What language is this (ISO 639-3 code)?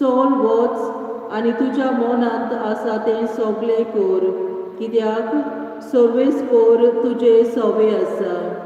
kok